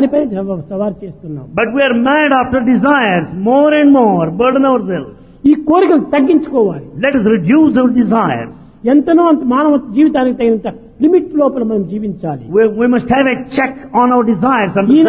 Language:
Telugu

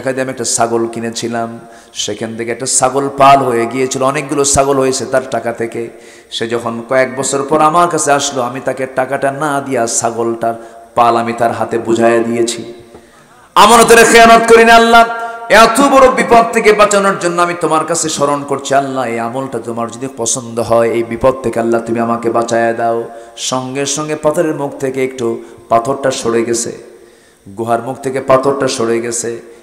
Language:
Bangla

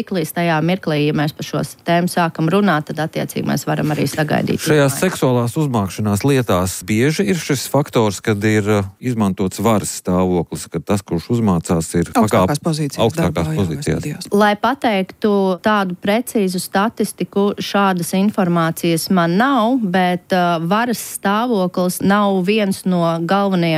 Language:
Latvian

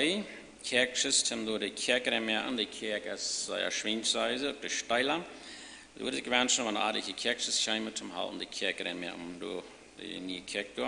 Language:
Plautdietsch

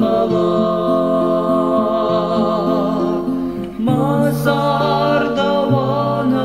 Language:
Ossetic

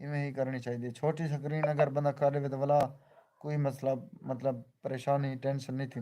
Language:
Saraiki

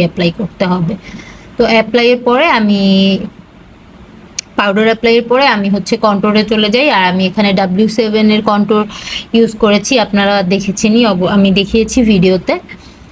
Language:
Bangla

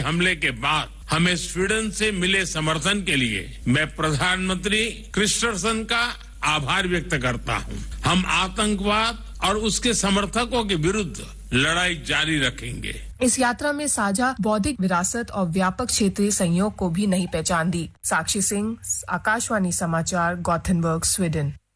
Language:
Hindi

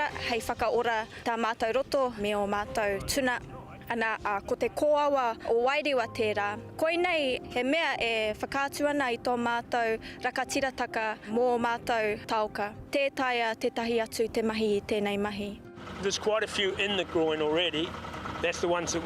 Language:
Māori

